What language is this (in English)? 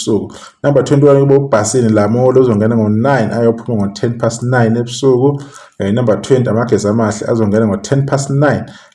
Zulu